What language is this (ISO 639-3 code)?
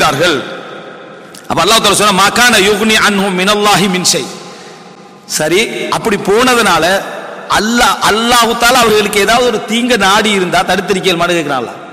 tam